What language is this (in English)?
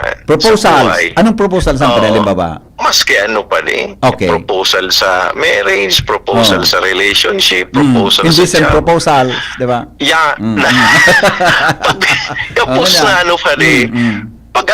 Bikol